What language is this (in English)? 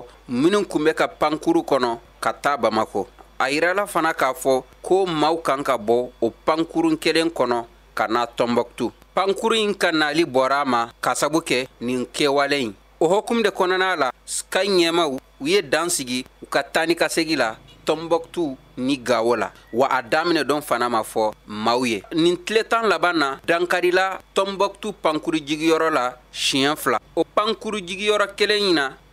Bambara